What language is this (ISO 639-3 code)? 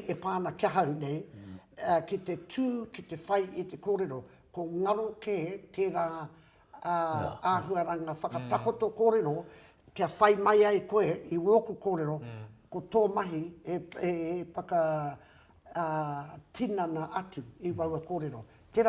mri